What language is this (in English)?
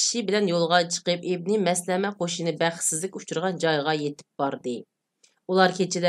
Uyghur